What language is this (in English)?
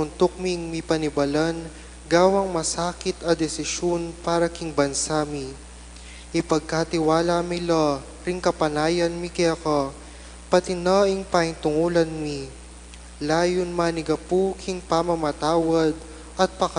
Pampanga